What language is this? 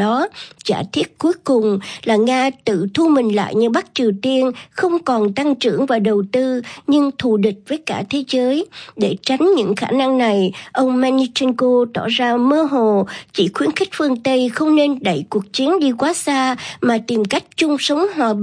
Vietnamese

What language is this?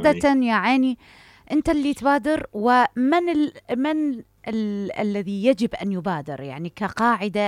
Mesopotamian Arabic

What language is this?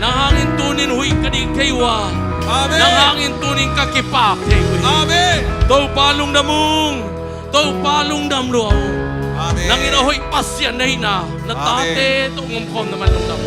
Tedim Chin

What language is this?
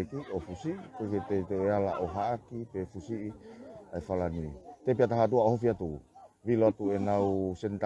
Tongan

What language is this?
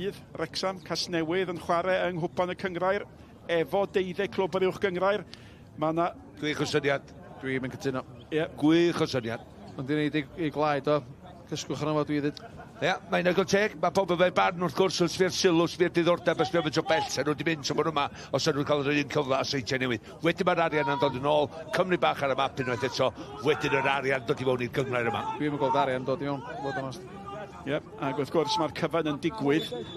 Welsh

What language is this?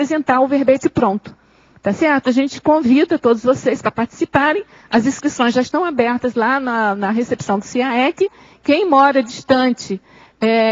Portuguese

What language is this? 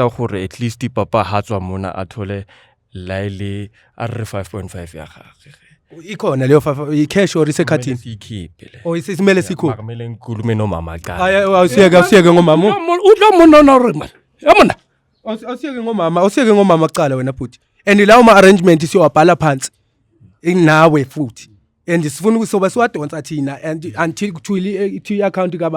Zulu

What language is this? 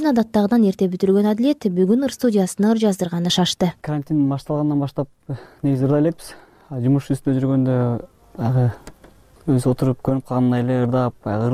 Kyrgyz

